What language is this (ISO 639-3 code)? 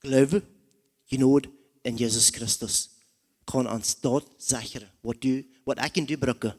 pdt